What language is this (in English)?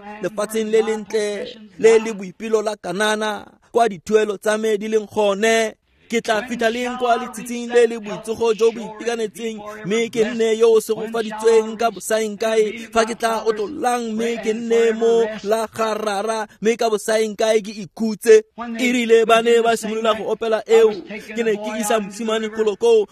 Tswana